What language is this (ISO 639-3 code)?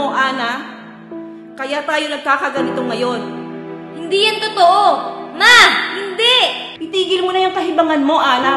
fil